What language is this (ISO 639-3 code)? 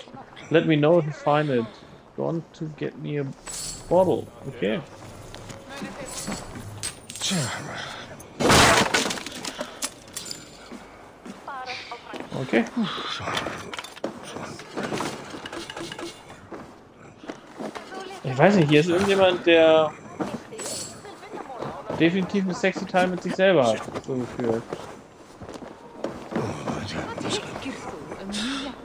deu